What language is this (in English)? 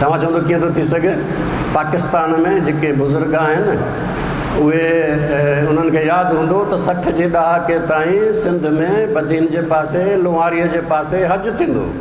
Sindhi